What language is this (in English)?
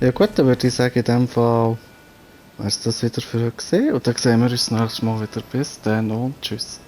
Swiss German